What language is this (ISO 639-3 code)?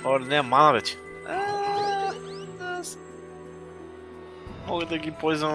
bul